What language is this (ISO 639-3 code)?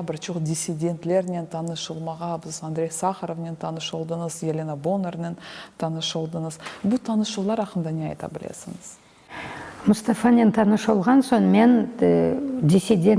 crh